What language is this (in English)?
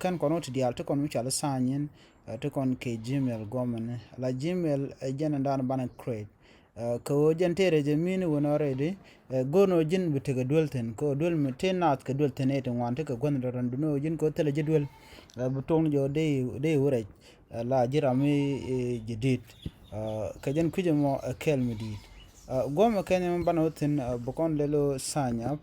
Nuer